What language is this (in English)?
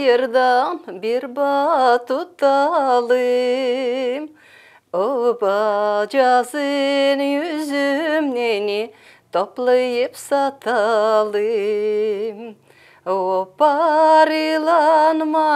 Gagauz